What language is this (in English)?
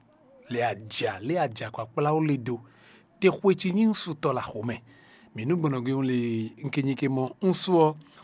Fon